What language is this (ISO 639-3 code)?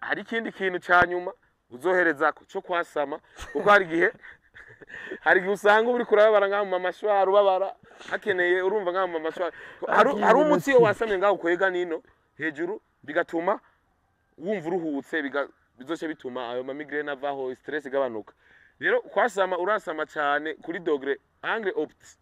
run